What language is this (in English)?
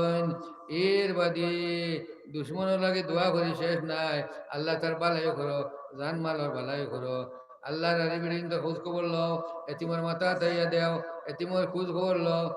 Sylheti